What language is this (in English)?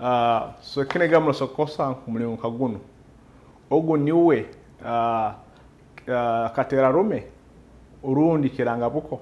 Nyoro